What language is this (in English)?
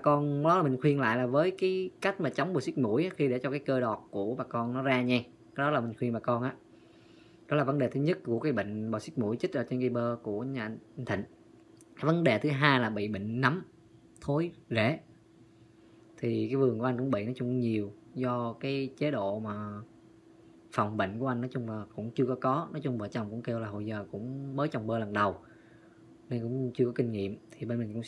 Vietnamese